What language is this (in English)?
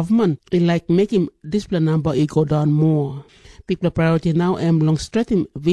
Tok Pisin